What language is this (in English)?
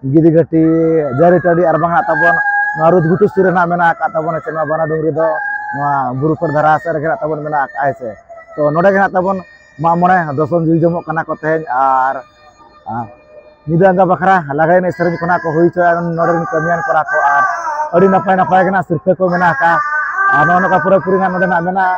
Santali